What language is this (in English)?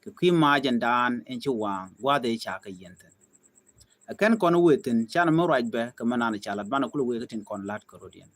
Nuer